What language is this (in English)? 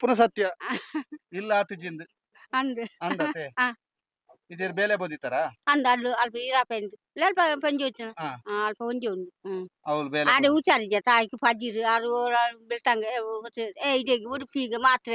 Tulu